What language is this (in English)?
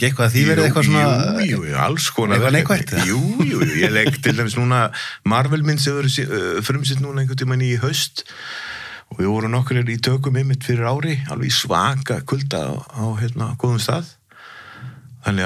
Icelandic